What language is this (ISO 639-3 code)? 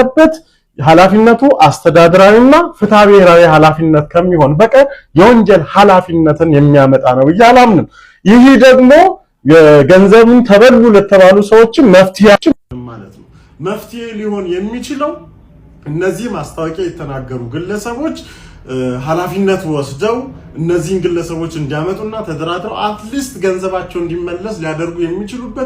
amh